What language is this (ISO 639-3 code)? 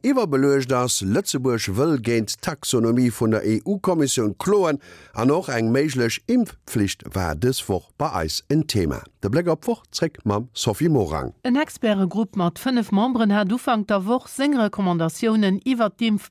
ltz